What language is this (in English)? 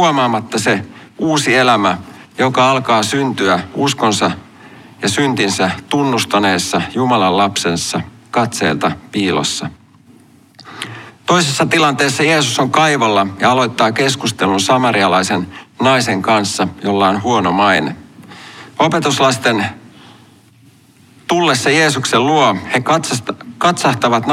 Finnish